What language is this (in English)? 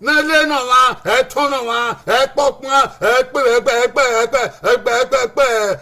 Bini